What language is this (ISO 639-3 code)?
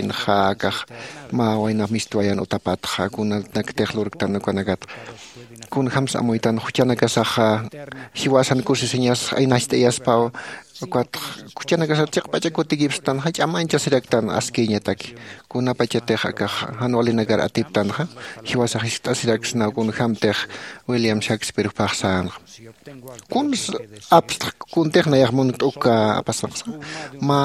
aym